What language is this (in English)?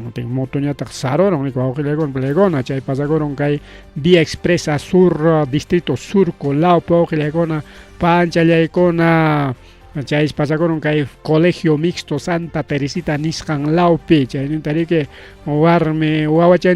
Ayacucho Quechua